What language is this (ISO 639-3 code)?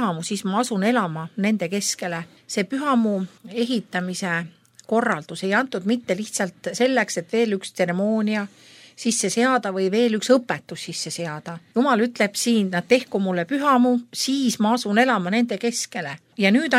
est